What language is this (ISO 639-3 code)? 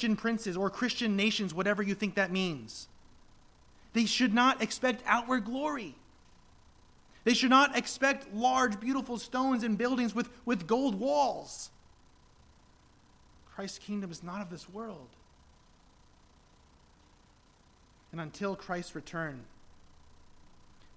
eng